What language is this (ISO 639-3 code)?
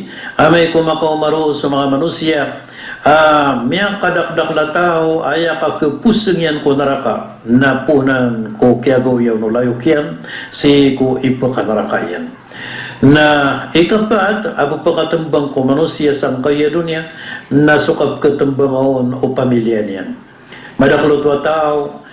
mrw